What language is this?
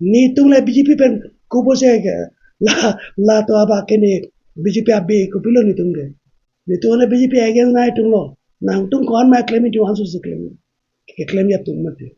Karbi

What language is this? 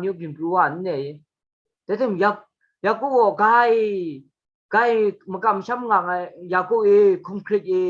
Kachin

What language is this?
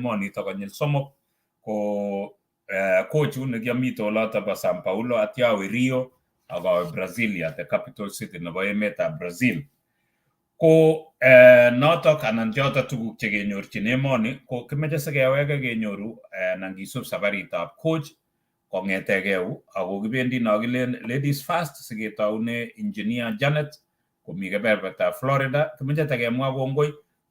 Kalenjin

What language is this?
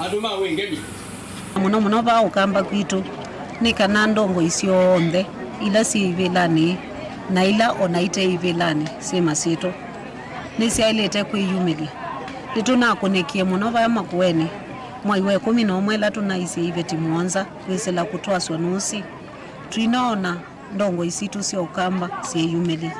Kamba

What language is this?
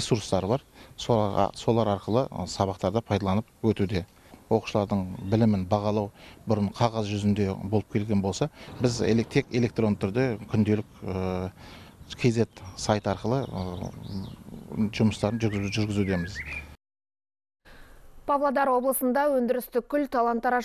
Kazakh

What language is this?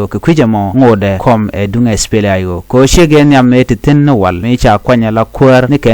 Nuer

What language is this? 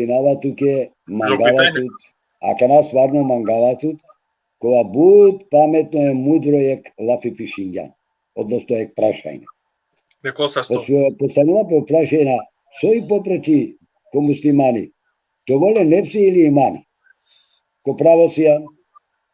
Balkan Romani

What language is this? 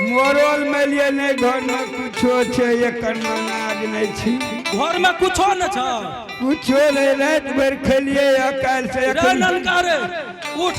Angika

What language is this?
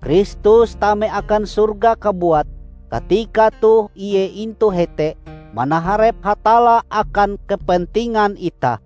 Ngaju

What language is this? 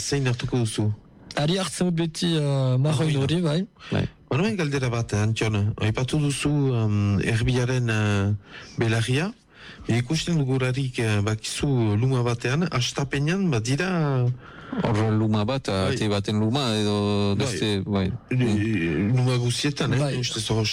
Basque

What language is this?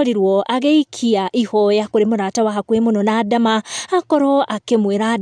Kikuyu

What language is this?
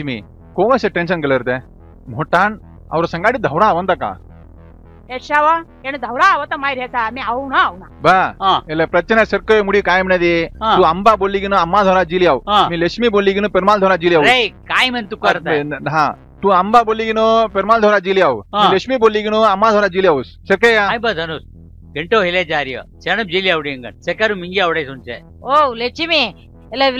Saurashtra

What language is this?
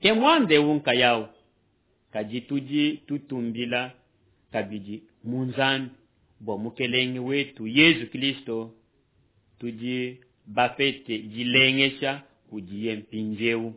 Luba-Lulua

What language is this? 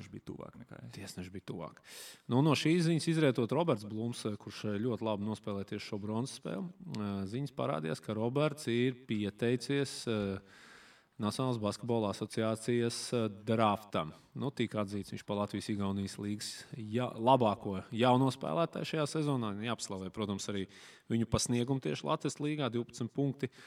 Latvian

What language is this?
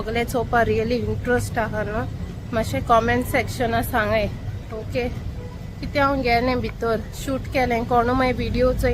Konkani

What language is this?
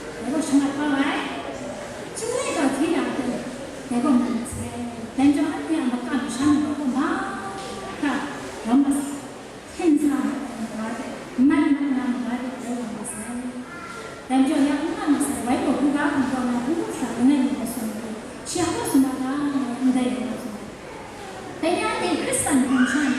Kachin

